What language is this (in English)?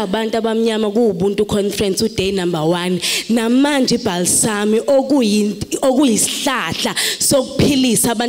Zulu